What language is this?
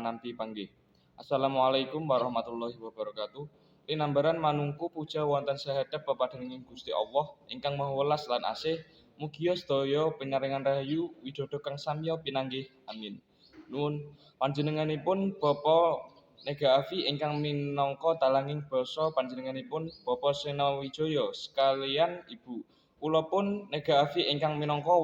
Javanese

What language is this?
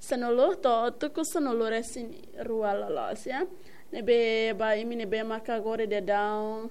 Tetum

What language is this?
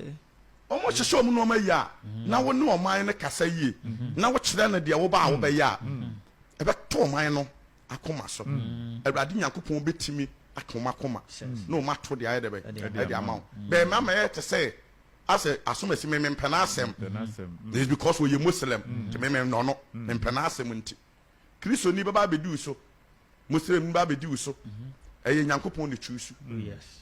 Akan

